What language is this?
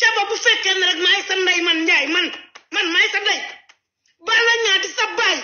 Wolof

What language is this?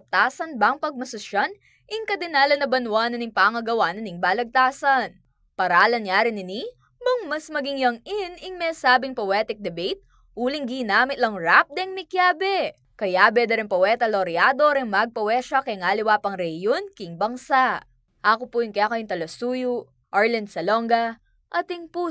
Pampanga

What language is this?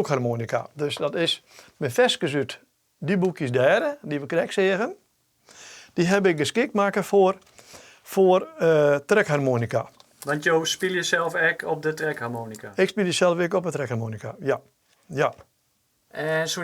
Western Frisian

